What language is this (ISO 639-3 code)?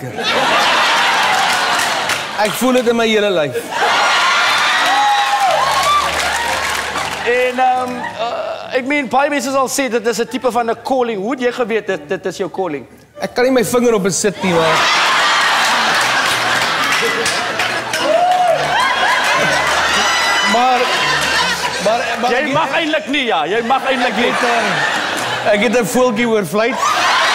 afr